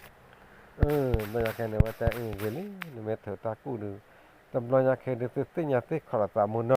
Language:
S'gaw Karen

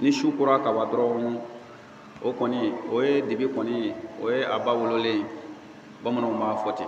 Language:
Bambara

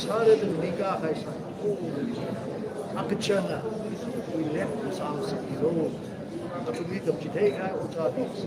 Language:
Tangkhul Naga (India)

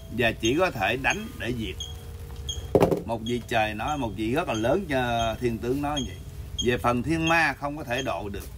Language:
Vietnamese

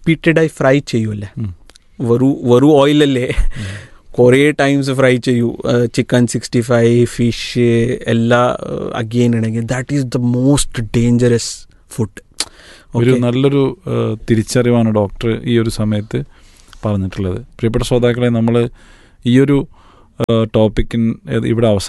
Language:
Malayalam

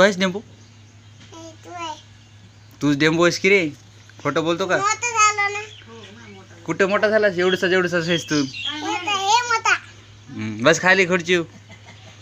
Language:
Marathi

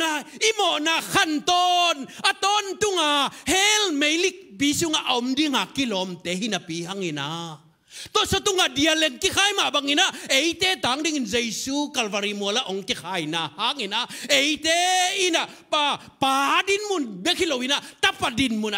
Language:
Tedim Chin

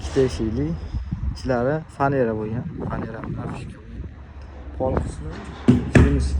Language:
Uzbek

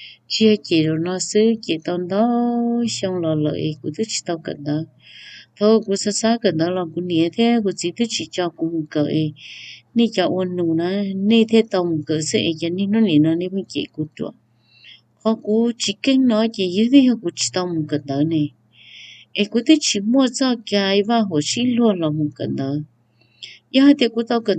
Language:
Hmong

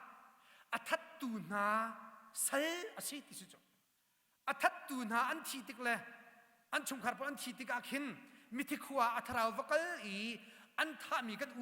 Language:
Hakha Chin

